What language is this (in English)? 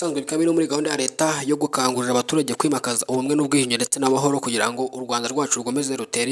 Kinyarwanda